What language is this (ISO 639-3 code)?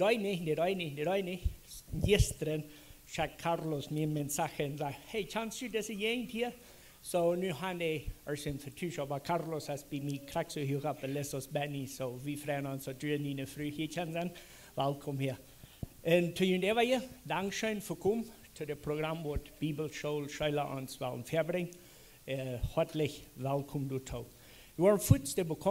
pdt